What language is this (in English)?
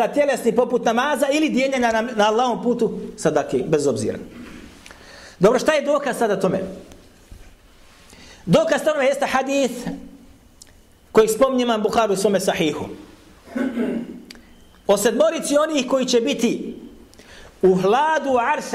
Bosnian